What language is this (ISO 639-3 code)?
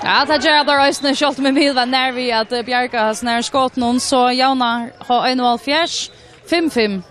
fao